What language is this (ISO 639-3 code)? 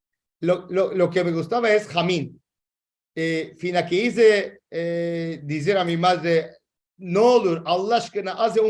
lad